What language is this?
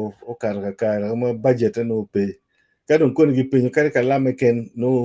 Acoli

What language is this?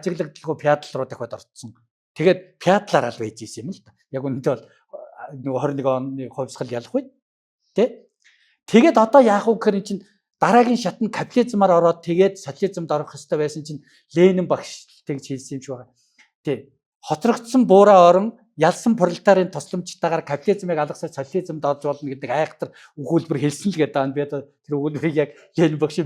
Mongolian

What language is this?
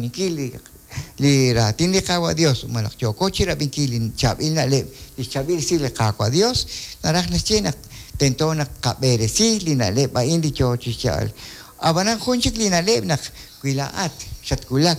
Kekchí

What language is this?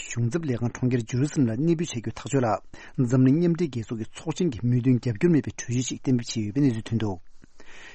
Tibetan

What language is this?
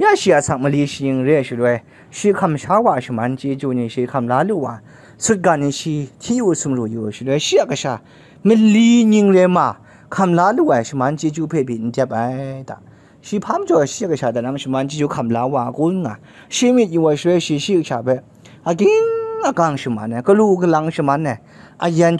Kachin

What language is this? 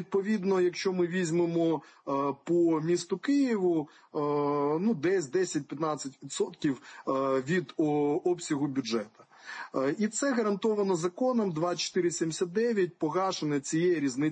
Ukrainian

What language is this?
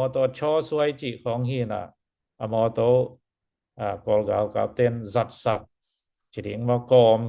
Tedim Chin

